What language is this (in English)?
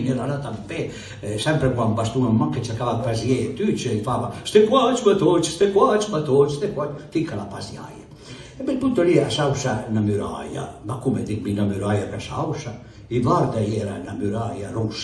Piedmontese